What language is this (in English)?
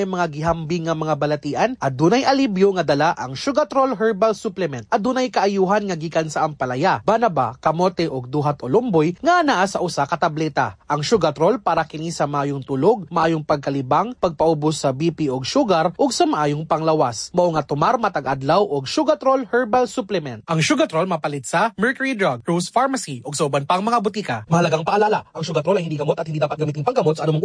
Cebuano